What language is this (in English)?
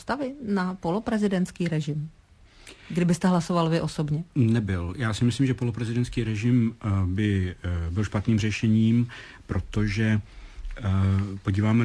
Czech